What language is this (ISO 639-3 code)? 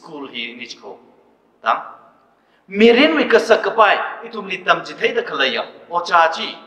nmf